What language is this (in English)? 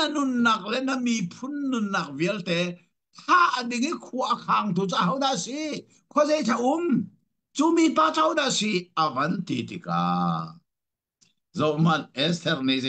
Hakha Chin